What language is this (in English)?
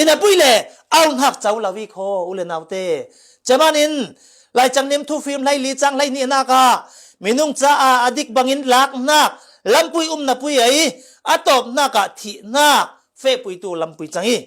Falam Chin